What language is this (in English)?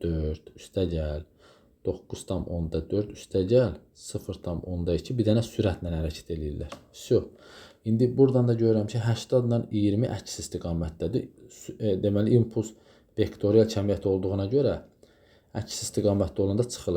Azerbaijani